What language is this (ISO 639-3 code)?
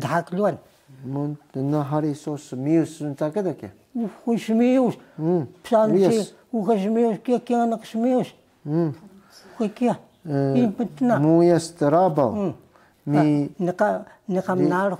trv